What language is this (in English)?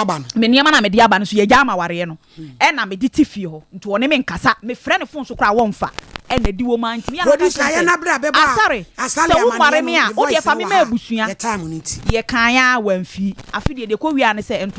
Akan